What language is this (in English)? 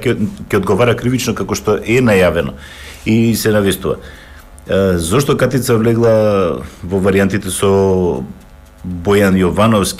Macedonian